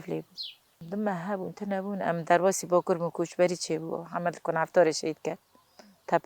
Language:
Kurdish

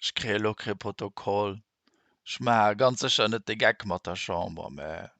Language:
Luxembourgish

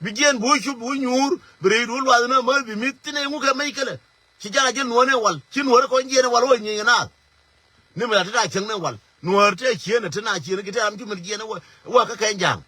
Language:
Nuer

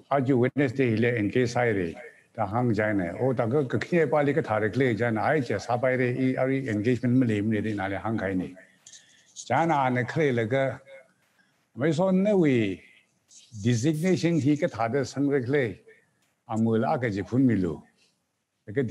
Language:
Tangkhul Naga (India)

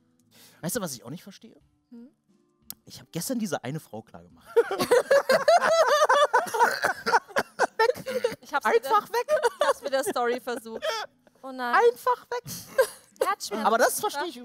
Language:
German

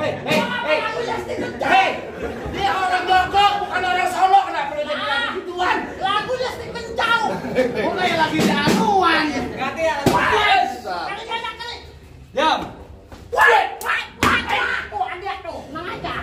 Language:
Betawi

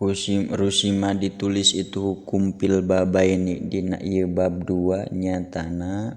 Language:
Sundanese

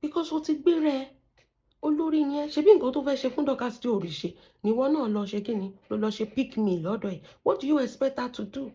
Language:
Yoruba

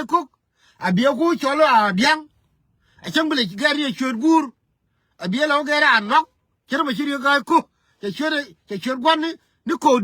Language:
Nuer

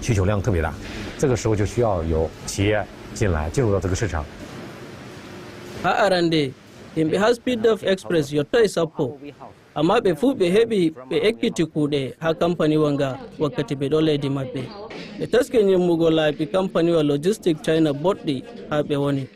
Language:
Nigerian Fulfulde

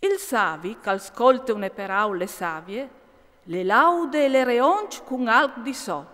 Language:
Friulian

